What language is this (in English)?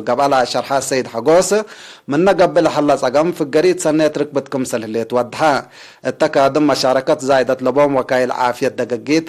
Tigre